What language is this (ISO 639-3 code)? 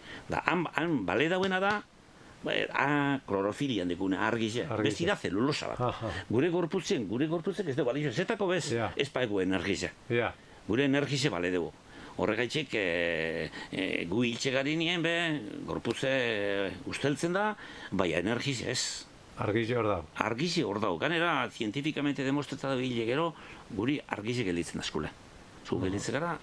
eus